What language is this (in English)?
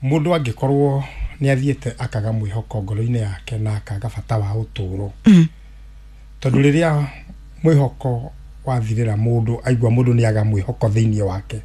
Kikuyu